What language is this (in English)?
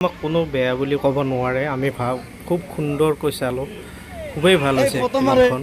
Assamese